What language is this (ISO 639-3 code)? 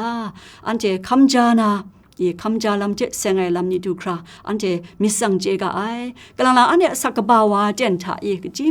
kac